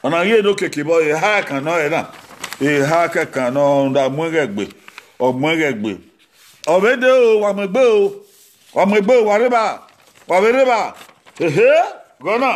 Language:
Bini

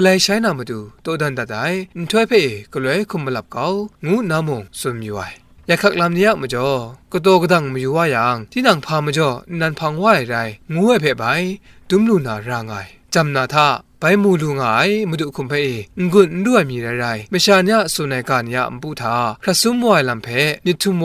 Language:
Kachin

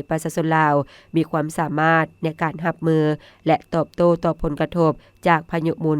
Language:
Lao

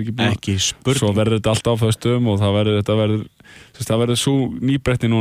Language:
Icelandic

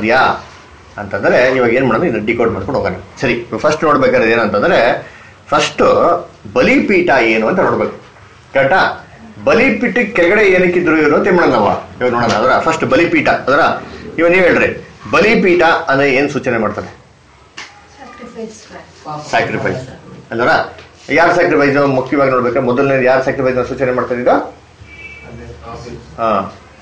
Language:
Kannada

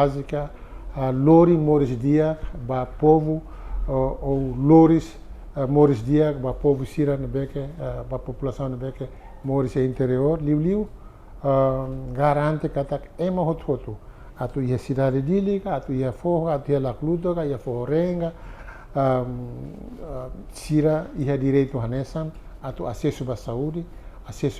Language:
Tetum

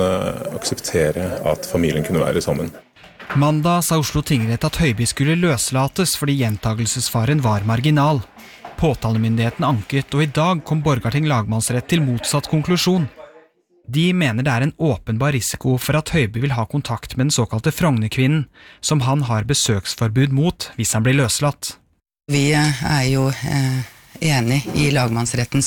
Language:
Norwegian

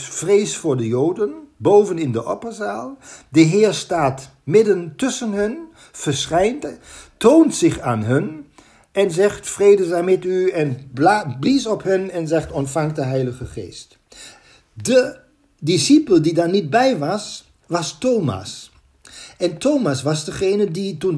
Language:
Dutch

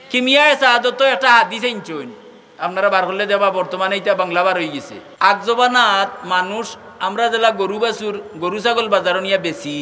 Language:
Sylheti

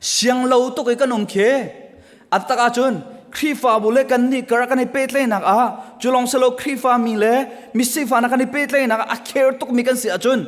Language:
Hakha Chin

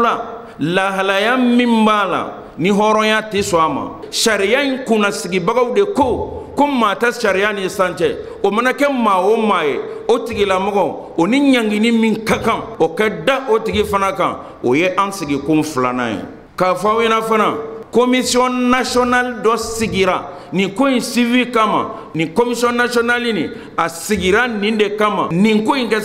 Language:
Bambara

